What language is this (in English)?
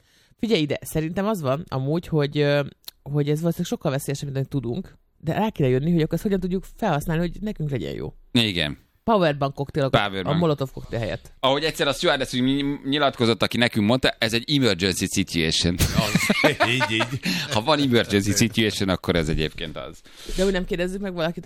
Hungarian